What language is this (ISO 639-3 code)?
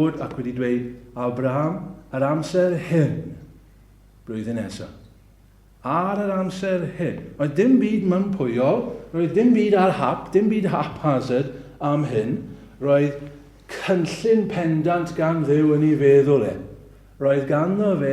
cym